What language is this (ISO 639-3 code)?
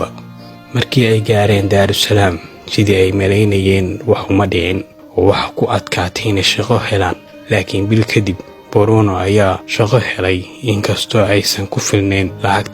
som